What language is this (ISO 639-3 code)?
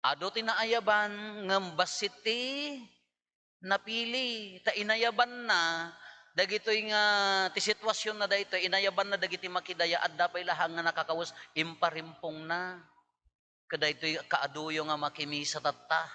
ilo